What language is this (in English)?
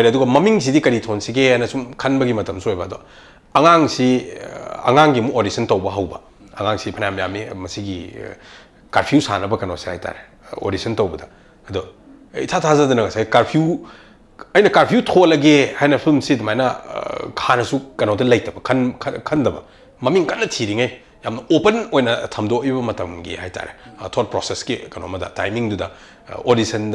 Manipuri